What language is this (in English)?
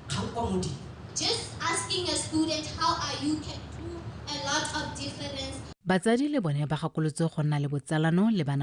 Tswana